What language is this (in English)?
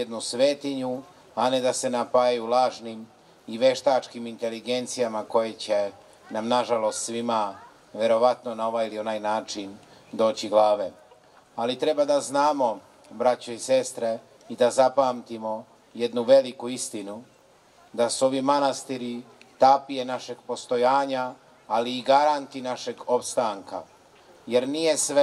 Serbian